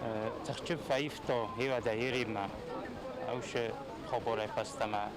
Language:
Ossetic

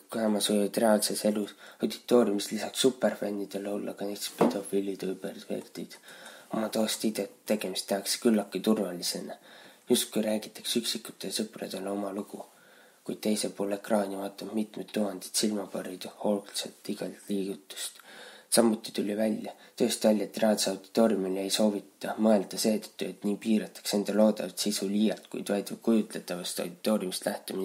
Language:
Estonian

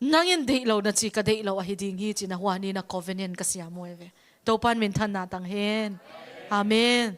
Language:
Tedim Chin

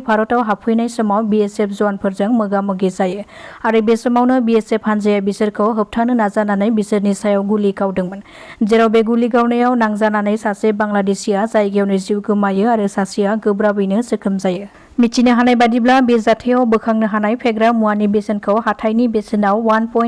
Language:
Bodo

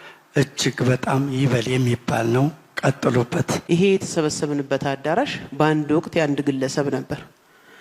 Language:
Amharic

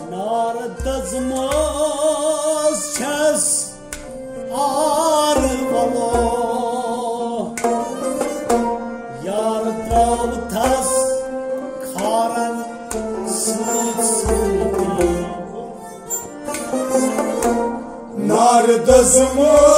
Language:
Kashmiri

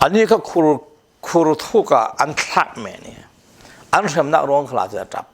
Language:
Falam Chin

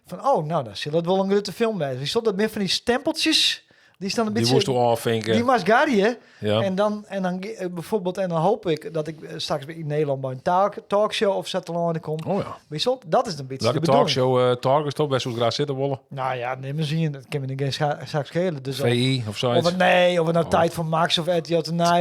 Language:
Western Frisian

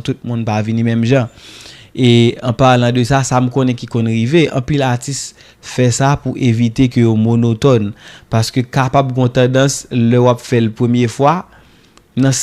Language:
Haitian Creole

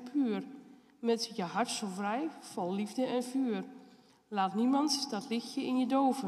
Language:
Dutch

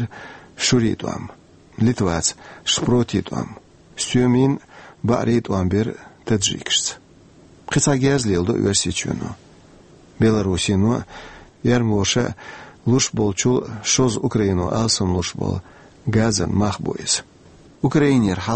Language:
Chechen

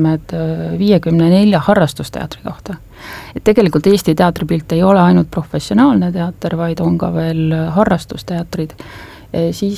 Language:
Estonian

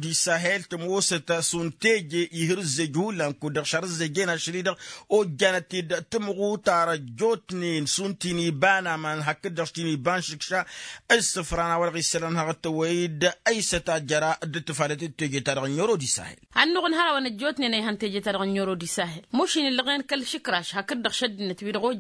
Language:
Tamasheq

